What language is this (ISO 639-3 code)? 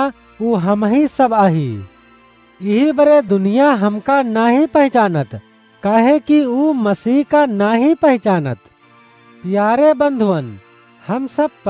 awa